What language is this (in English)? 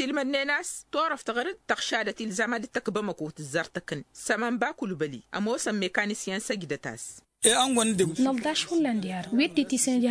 Tamasheq